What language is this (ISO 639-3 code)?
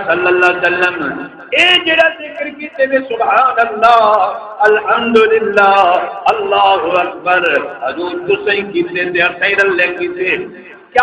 skr